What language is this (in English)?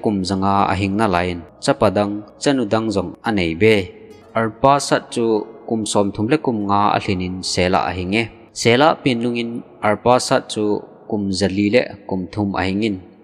Thado Chin